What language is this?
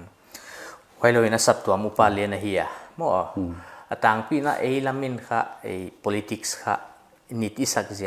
Paite Chin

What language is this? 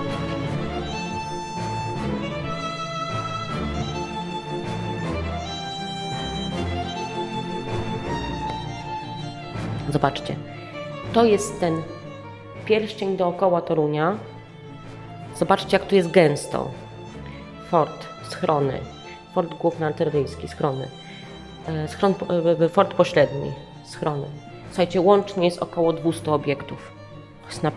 Polish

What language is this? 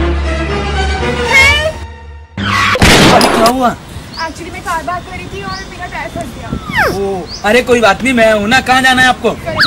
Hindi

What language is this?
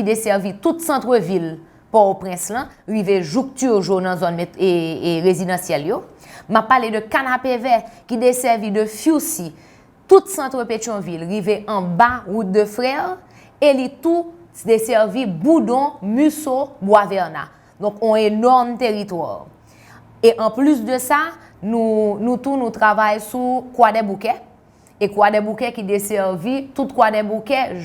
Haitian Creole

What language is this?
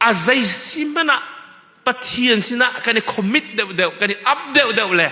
Hakha Chin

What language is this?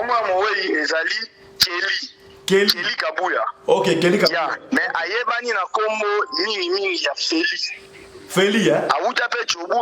Lingala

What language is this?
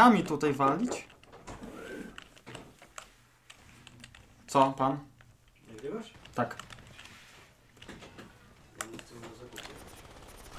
Polish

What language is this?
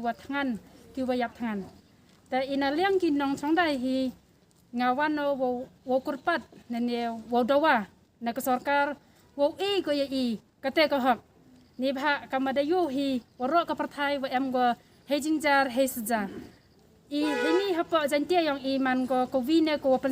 Khasi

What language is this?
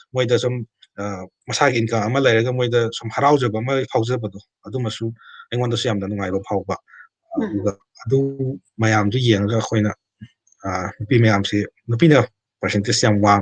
Manipuri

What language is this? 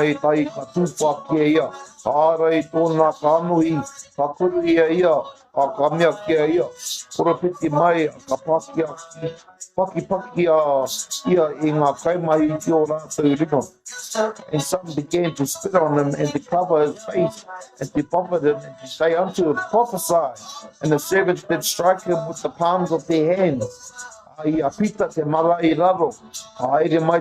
Māori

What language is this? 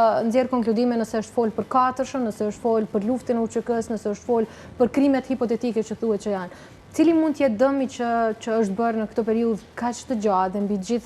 Albanian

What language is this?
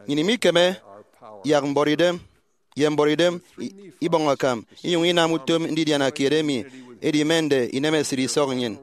Efik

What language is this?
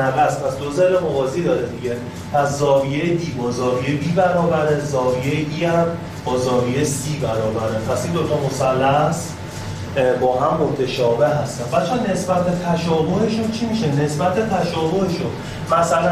Persian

